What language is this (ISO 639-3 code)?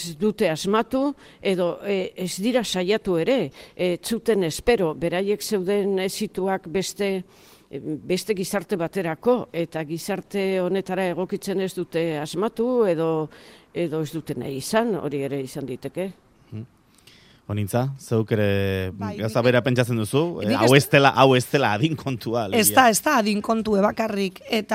eus